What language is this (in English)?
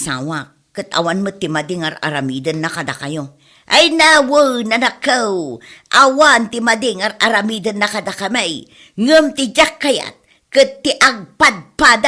Iloko